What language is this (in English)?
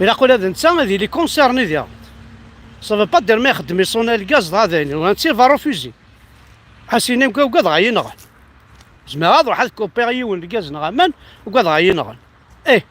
Kabyle